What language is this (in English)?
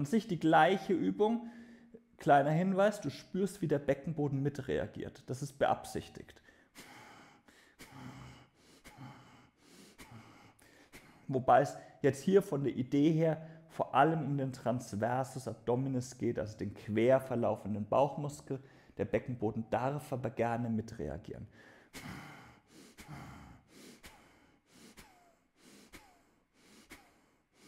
German